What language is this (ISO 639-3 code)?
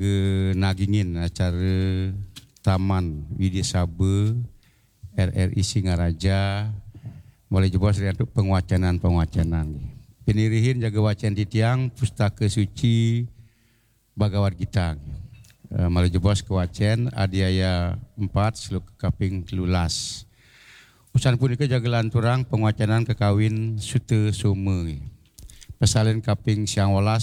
ban